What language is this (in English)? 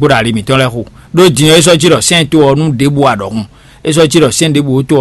Fon